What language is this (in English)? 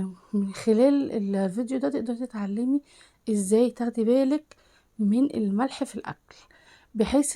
Egyptian Arabic